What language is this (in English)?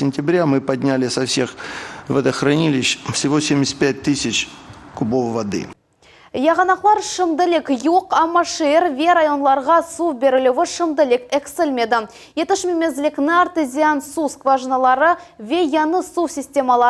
Crimean Tatar